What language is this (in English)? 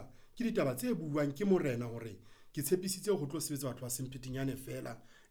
Southern Sotho